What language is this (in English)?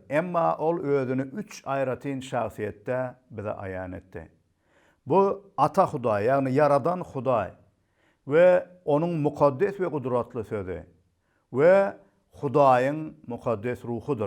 Turkmen